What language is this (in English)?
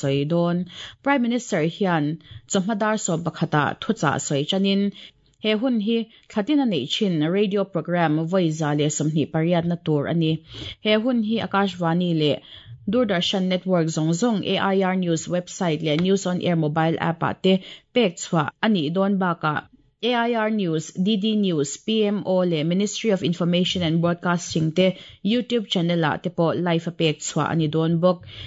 Mizo